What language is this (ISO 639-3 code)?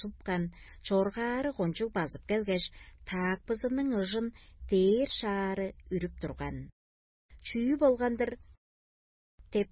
tyv